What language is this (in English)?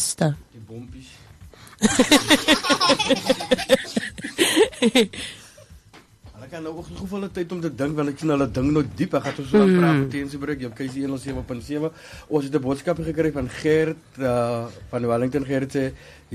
Afrikaans